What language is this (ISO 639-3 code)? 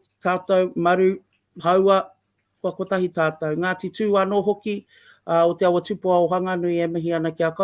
mri